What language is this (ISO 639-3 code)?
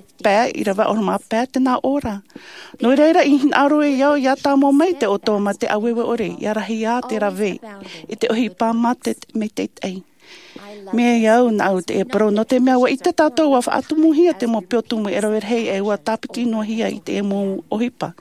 tah